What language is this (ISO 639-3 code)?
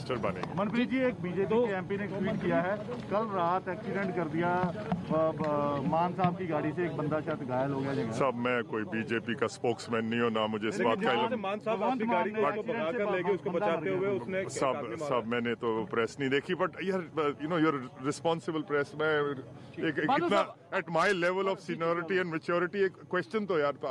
hin